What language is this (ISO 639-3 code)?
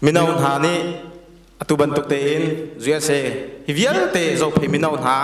cnh